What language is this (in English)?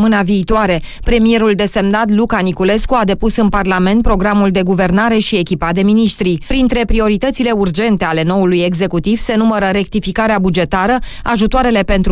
Romanian